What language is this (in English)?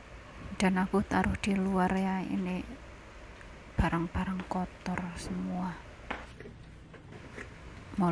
Indonesian